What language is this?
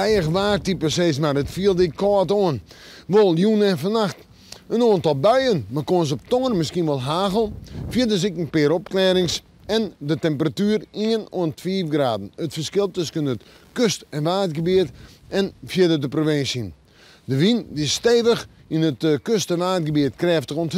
Western Frisian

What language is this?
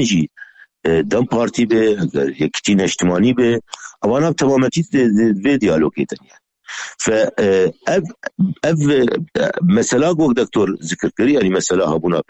Kurdish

